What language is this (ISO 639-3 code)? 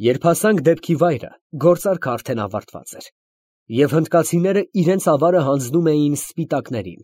hye